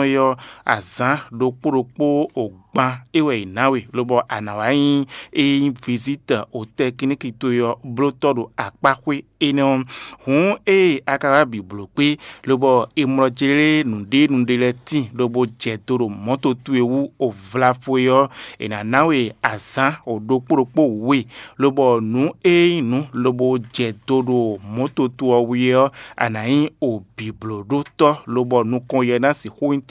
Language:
Fon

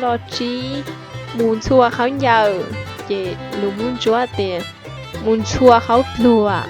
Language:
Hmong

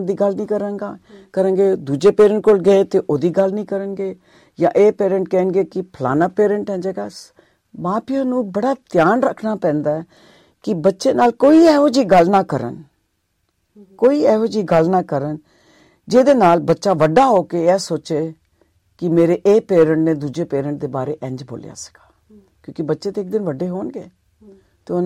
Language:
Punjabi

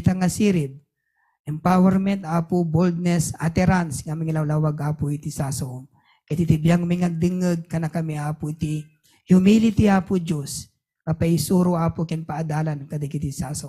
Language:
Iloko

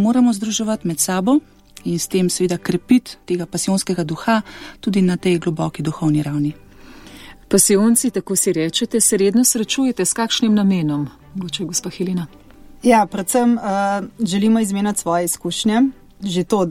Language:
Slovenian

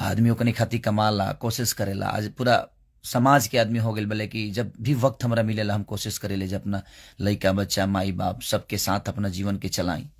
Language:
Bhojpuri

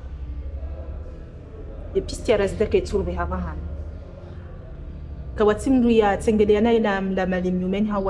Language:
Swahili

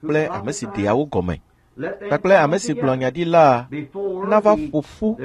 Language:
Ewe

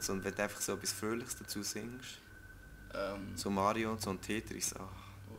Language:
Swiss German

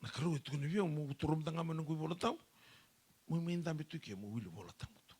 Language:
Fijian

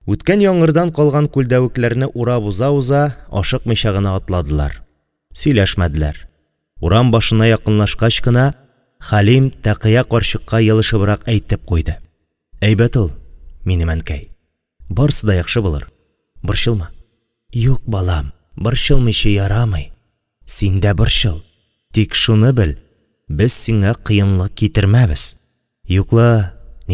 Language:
Tatar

